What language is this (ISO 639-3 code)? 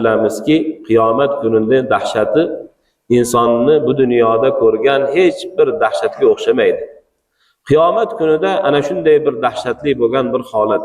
uzb